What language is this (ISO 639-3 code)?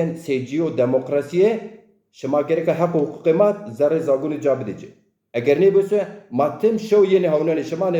zza